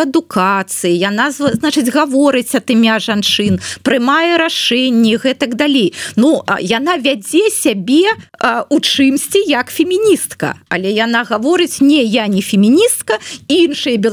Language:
Belarusian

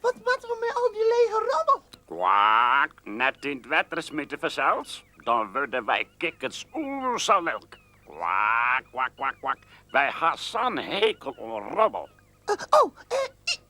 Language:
Western Frisian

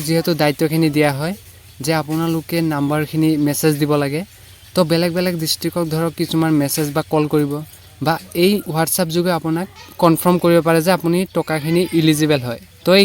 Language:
Assamese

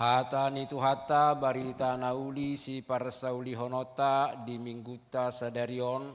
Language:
Batak Toba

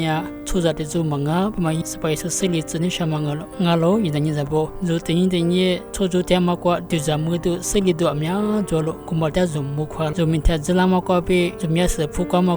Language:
Lisu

